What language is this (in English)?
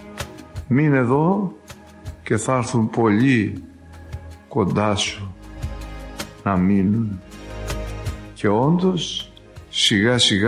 Greek